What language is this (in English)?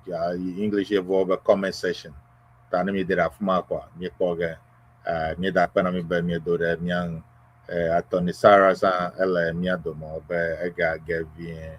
Ewe